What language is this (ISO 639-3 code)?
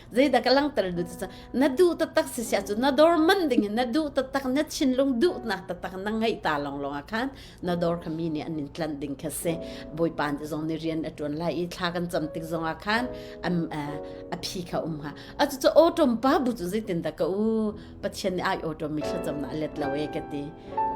cnh